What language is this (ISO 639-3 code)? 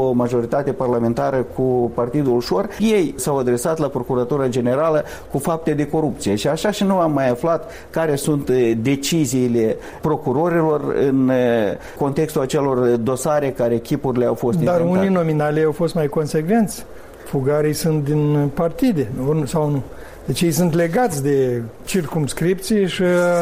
ron